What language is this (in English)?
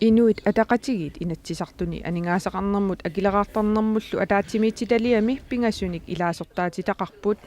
Kalaallisut